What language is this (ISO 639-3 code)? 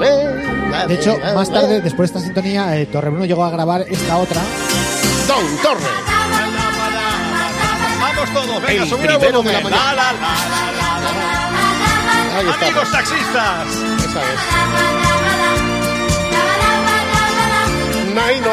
spa